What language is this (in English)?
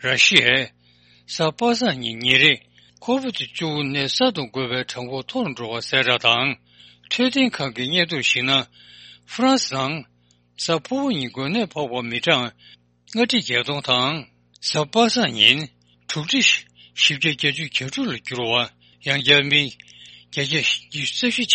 Tibetan